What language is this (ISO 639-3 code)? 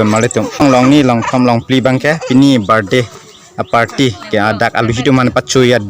mjw